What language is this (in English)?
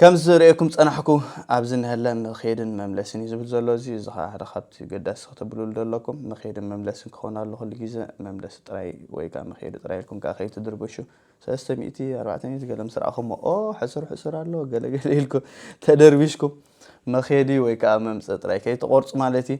Tigrinya